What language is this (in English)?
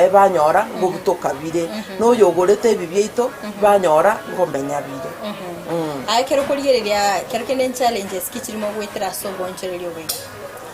Gusii